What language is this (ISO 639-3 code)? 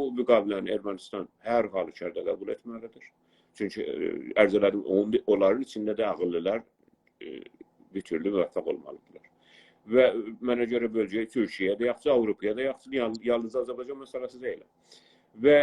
azb